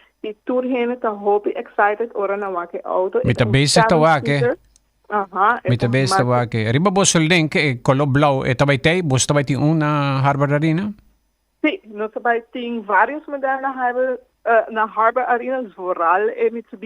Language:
Papiamento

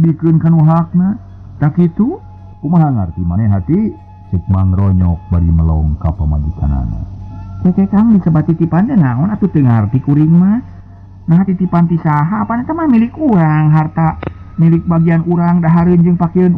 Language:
Sundanese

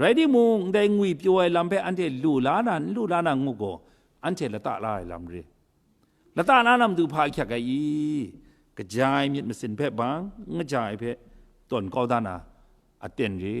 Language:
Kachin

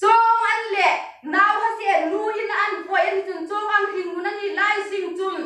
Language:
Hmar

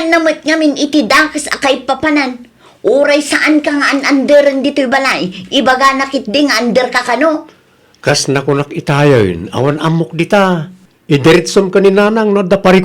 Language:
Iloko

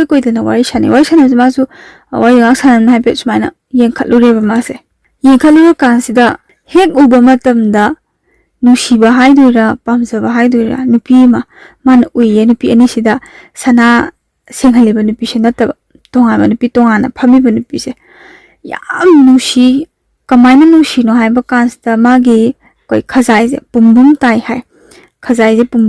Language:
Manipuri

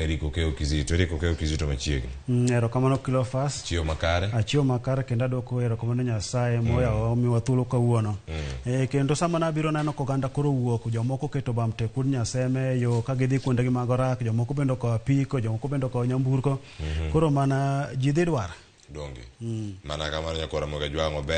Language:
Luo (Kenya and Tanzania)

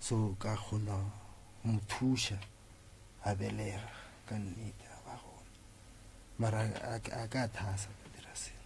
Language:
Northern Sotho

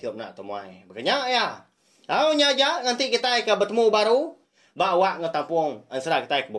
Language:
Iban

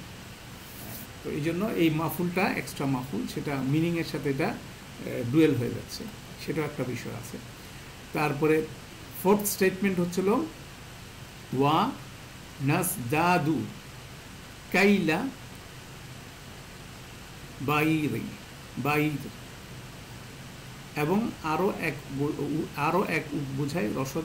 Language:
Bangla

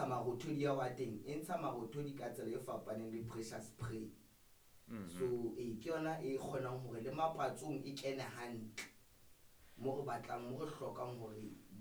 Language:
Southern Sotho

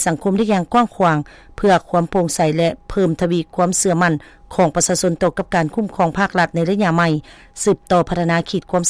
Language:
Lao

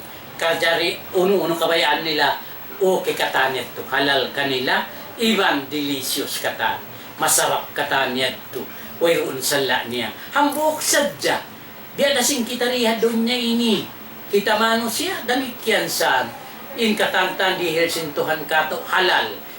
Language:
Tausug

